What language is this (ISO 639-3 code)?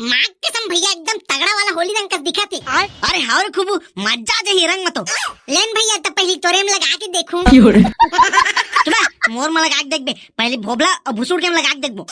hne